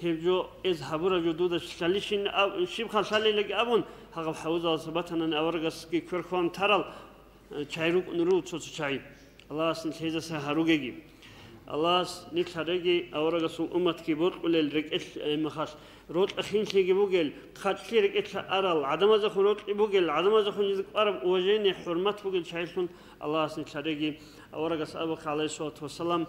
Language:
Avaric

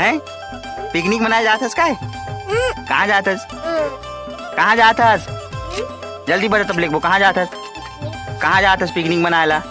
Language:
Chhattisgarhi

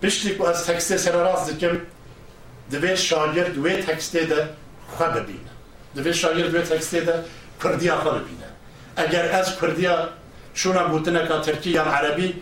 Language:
Kurdish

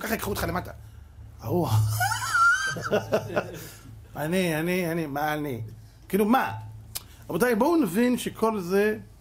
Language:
Hebrew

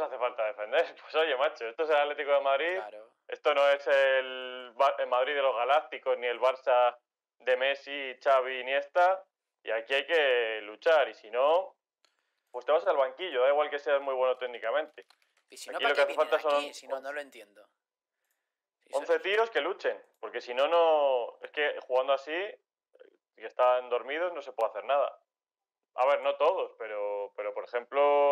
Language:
Spanish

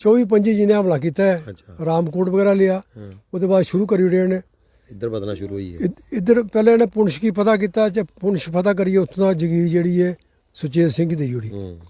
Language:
Dogri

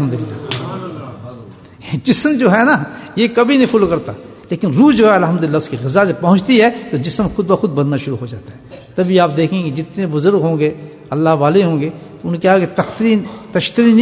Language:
Urdu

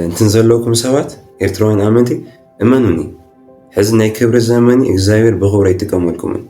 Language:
Tigrinya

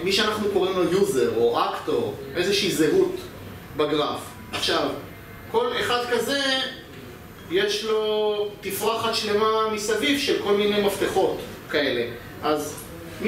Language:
Hebrew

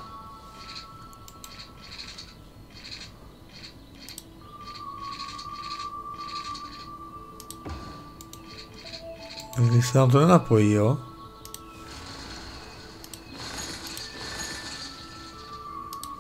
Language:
Czech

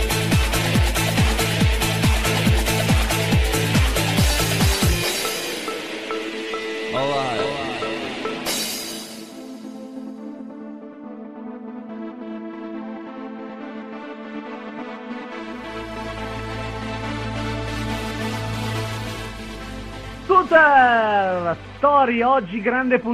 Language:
Italian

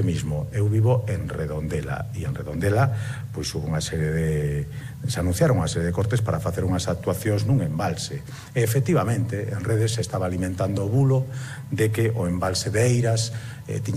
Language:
Galician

